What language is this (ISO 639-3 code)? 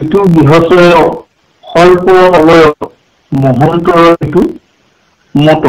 asm